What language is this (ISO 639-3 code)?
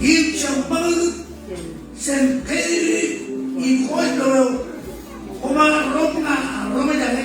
mah